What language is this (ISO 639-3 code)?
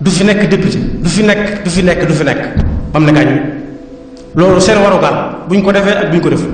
wol